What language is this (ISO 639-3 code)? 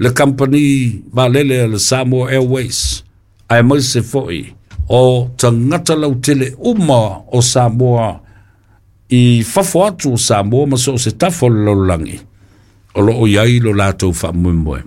smo